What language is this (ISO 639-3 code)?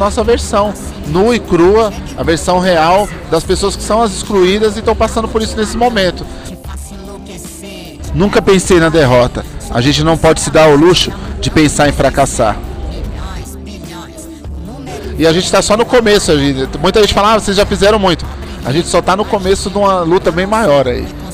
por